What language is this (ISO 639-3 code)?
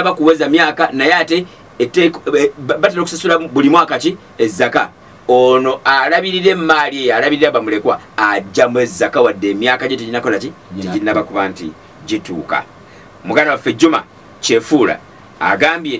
lug